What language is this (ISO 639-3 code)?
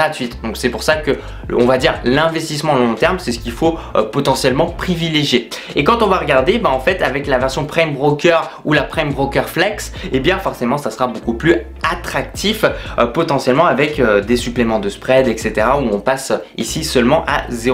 fra